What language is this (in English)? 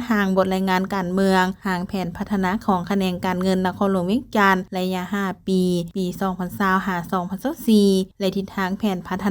Lao